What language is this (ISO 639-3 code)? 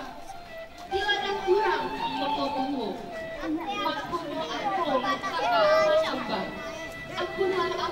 min